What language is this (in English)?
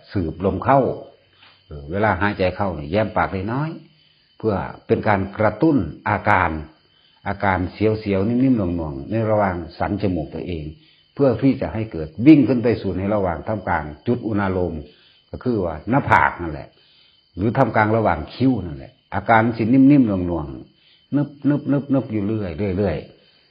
Northeastern Thai